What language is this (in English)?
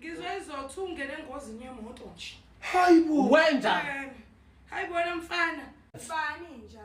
Zulu